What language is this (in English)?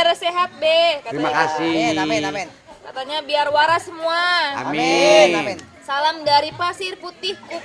Betawi